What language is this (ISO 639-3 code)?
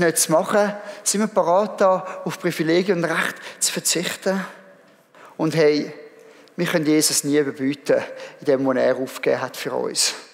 gsw